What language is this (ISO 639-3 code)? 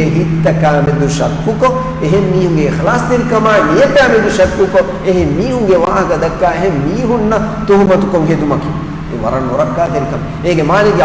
div